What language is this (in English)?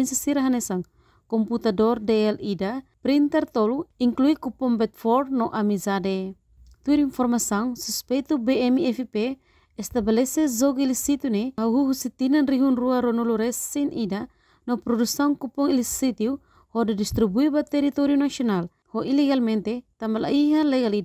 Tetum